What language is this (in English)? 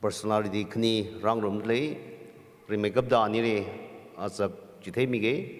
Tangkhul Naga (India)